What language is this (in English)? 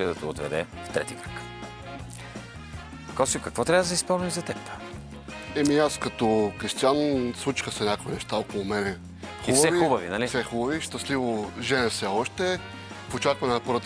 Bulgarian